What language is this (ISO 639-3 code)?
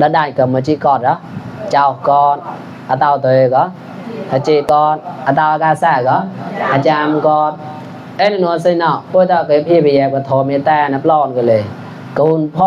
mnw